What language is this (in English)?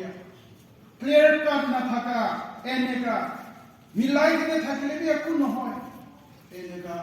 Naga Pidgin